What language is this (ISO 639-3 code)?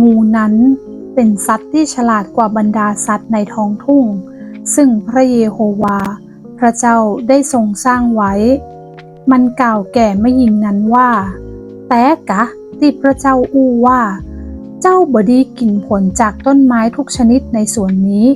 nod